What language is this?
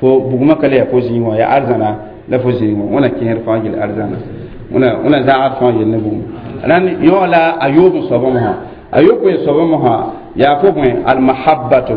Mossi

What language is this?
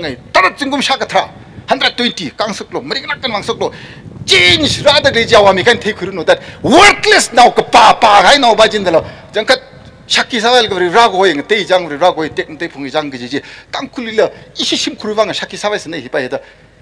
Tangkhul Naga (India)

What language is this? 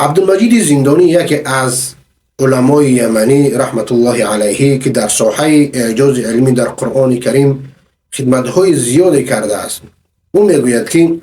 Persian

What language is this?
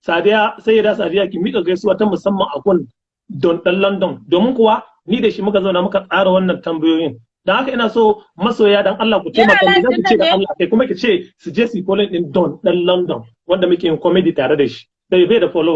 Hausa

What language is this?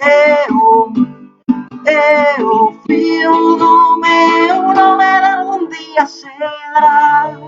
Asturian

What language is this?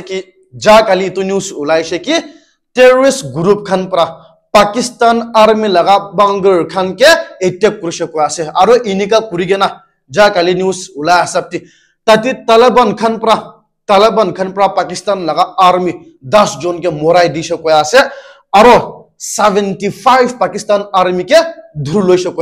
Naga Pidgin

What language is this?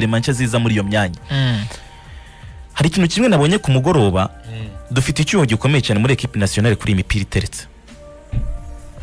Kinyarwanda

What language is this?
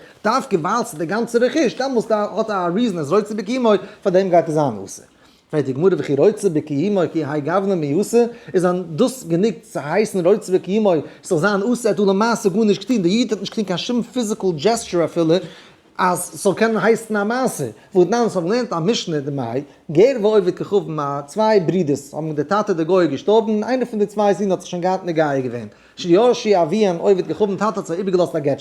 Yiddish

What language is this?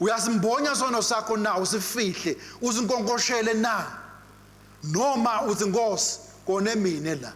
Swati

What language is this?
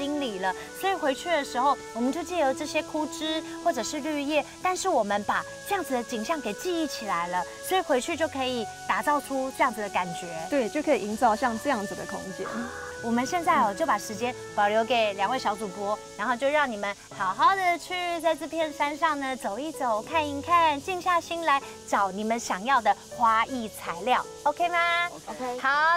Chinese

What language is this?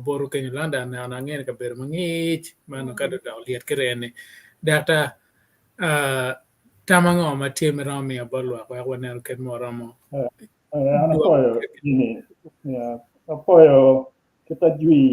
Acoli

